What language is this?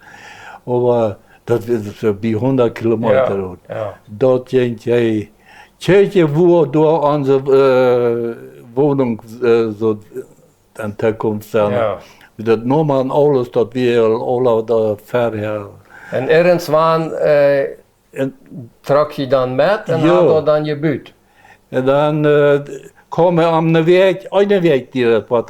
Plautdietsch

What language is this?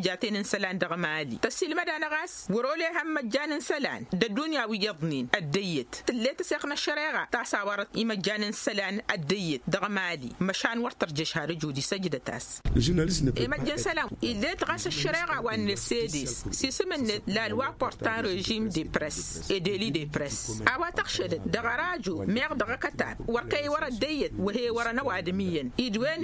Tamasheq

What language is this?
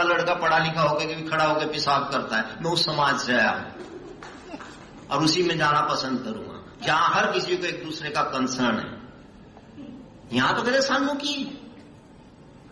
Hindi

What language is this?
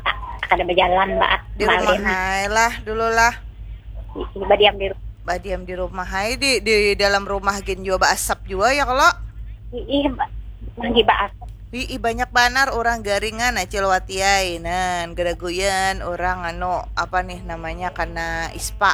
Banjar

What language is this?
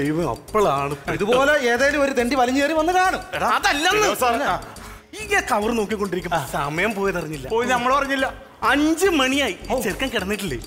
Malayalam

